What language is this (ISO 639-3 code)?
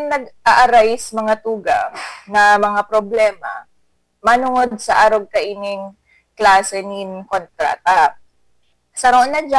bik